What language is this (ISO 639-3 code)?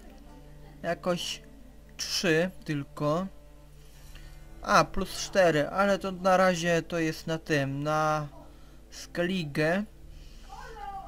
pol